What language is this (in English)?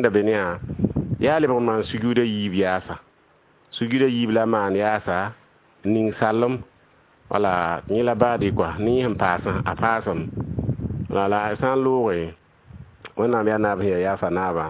Mossi